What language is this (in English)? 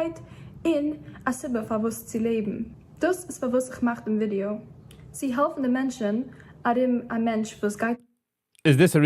Yiddish